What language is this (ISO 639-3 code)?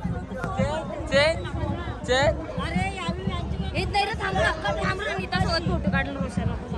mar